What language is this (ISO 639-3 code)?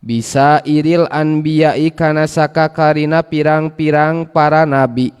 sun